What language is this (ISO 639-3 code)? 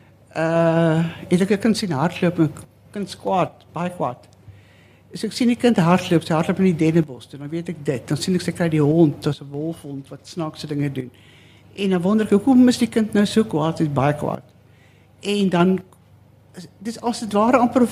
afr